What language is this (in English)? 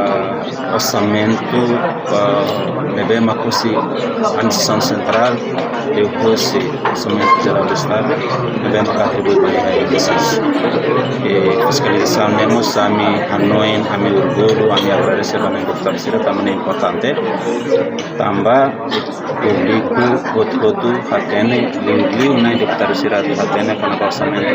Tetum